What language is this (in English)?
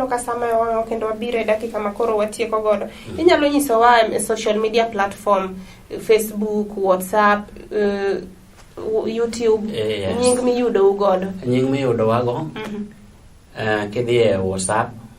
Luo (Kenya and Tanzania)